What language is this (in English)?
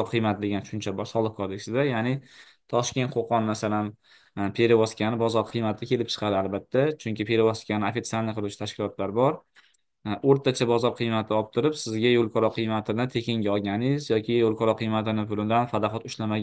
Uzbek